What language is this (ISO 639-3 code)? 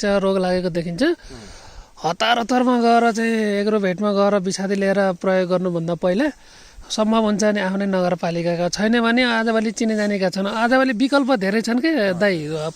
nep